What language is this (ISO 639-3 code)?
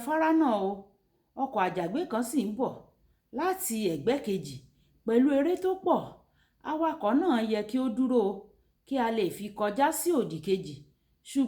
yor